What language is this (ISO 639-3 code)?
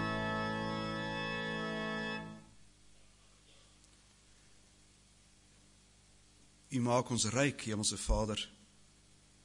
afr